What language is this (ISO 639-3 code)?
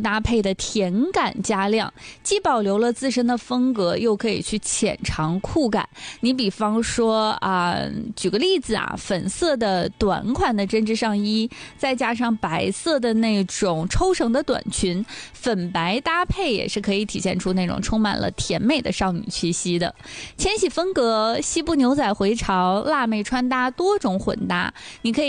zho